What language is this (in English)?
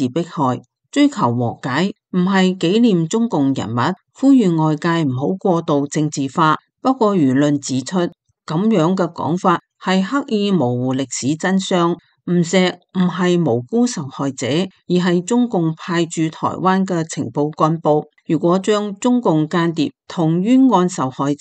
Cantonese